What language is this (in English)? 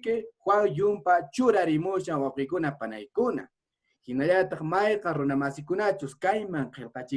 Quechua